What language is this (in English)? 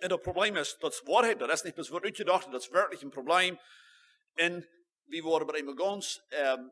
Plautdietsch